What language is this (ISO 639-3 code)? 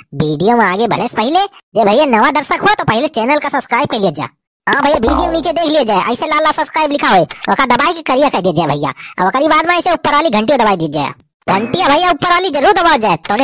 awa